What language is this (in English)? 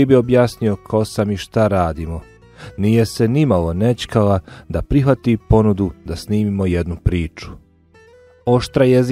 Bosnian